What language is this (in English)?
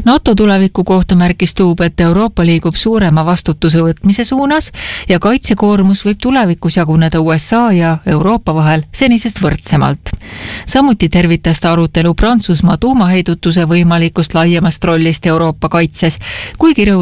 Estonian